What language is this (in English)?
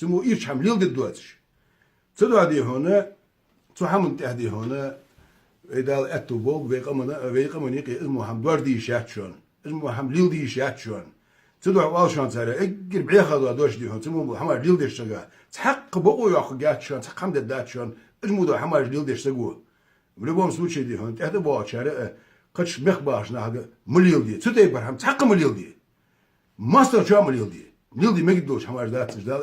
Ingush